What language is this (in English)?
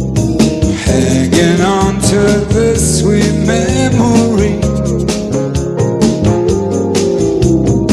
English